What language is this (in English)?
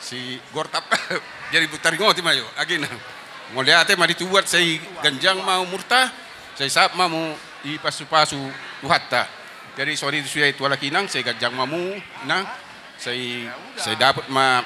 Batak Toba